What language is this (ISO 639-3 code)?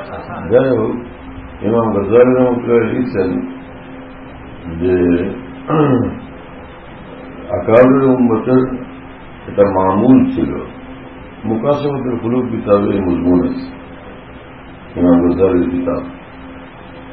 ben